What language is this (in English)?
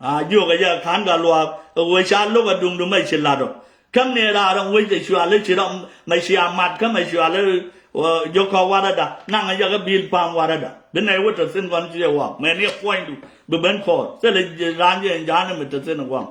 Nuer